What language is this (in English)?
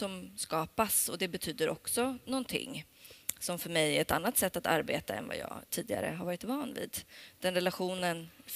Swedish